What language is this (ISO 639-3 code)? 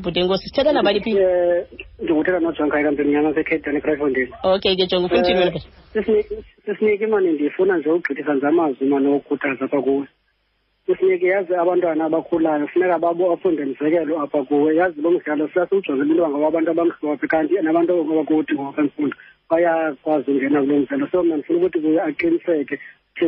xho